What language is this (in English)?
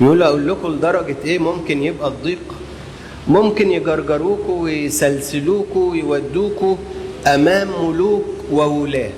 Egyptian Arabic